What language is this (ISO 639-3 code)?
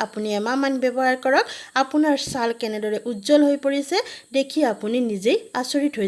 asm